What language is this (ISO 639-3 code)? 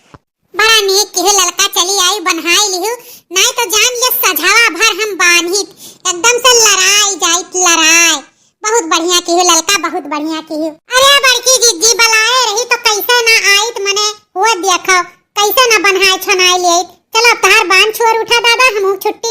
awa